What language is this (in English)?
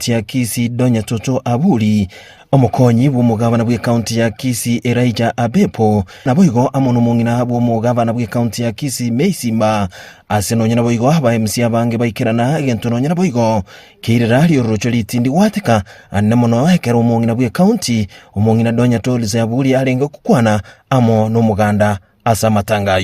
Gusii